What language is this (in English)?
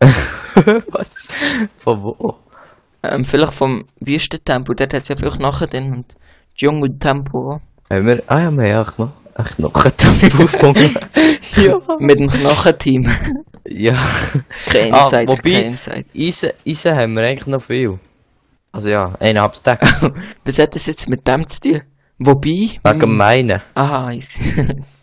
Swiss German